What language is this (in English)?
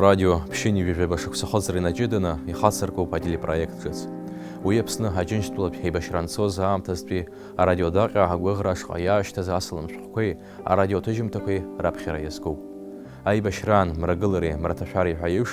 Abkhazian